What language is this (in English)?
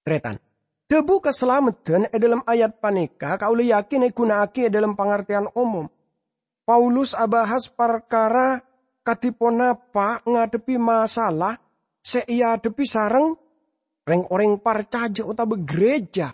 Madurese